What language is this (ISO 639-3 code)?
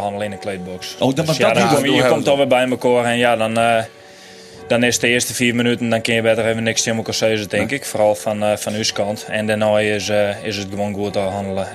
fry